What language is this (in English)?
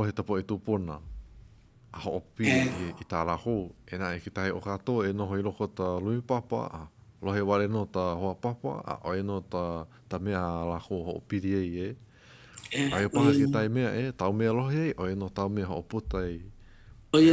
Hawaiian